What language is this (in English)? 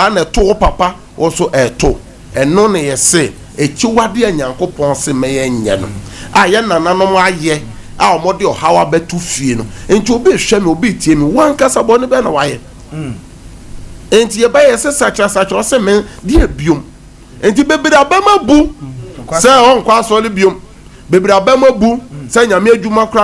Akan